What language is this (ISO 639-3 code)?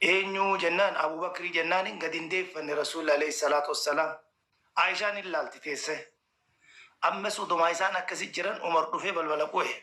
orm